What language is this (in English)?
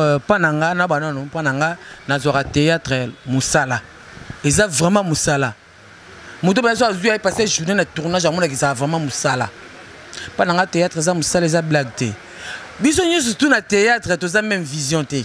Lingala